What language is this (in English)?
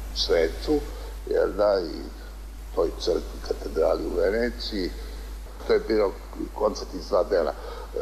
Serbian